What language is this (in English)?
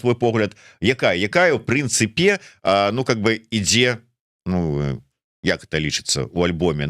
Belarusian